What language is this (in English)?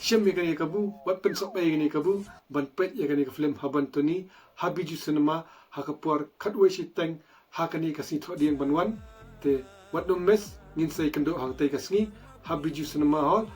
Khasi